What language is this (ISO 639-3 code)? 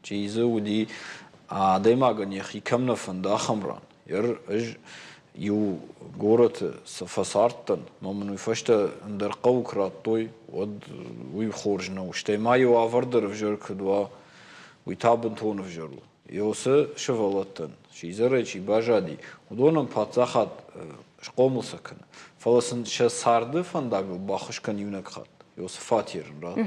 oss